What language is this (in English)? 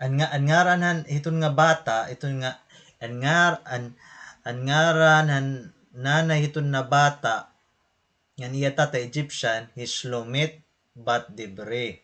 Waray